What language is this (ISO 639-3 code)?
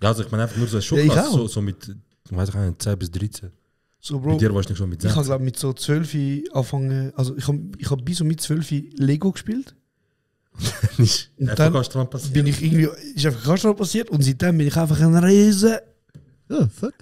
gsw